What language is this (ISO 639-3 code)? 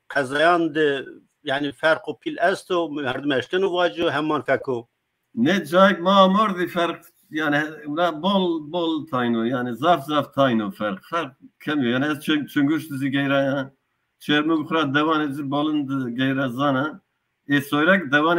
zza